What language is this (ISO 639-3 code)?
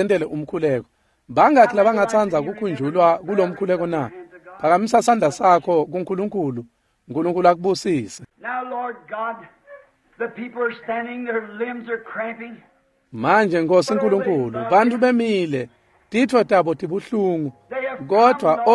ssw